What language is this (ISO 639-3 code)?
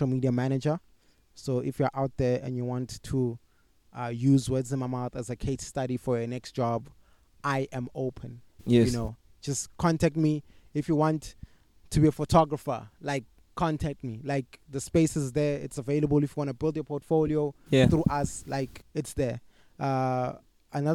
eng